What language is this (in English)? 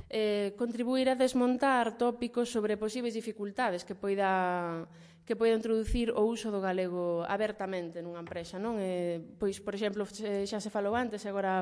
Galician